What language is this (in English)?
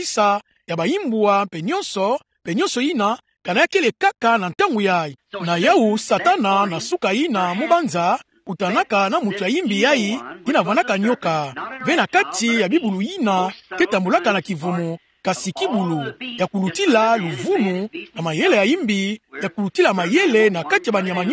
Kituba (Democratic Republic of Congo)